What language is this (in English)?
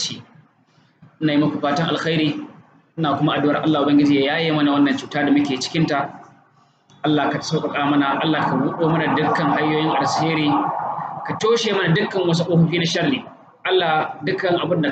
Hausa